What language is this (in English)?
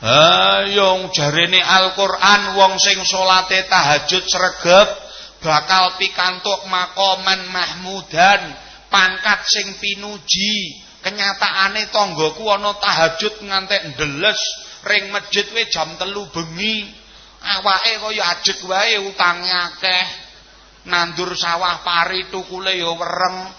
Javanese